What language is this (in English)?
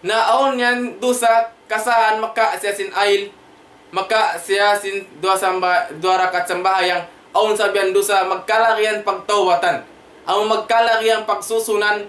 Tausug